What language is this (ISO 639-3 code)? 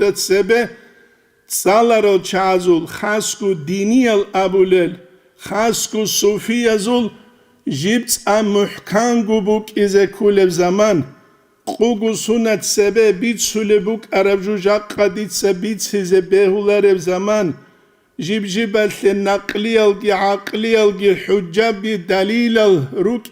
ava